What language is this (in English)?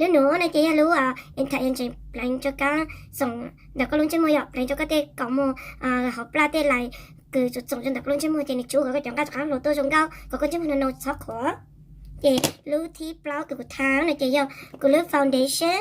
Hmong